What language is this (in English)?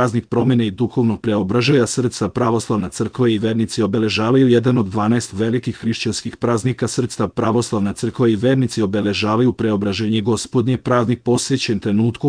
Serbian